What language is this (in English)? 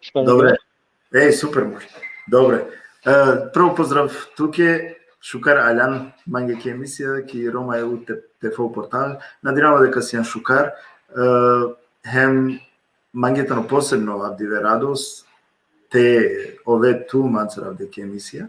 Balkan Romani